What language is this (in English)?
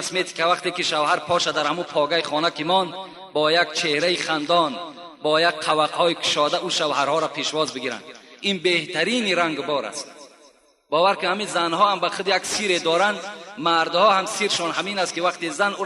Tajik